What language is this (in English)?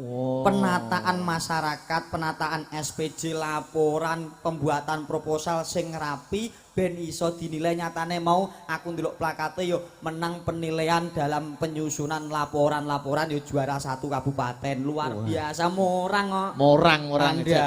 Javanese